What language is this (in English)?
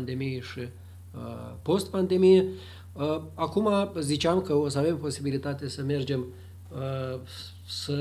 Romanian